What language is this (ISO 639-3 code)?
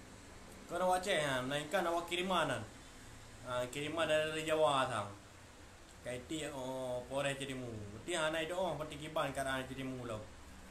ace